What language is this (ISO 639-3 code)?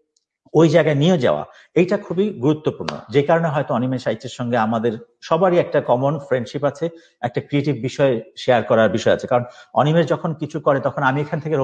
ben